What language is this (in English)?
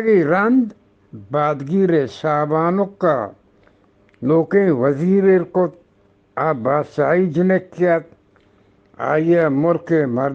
Eastern Balochi